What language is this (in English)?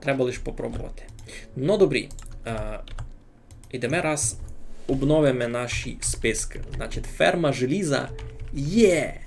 Rusyn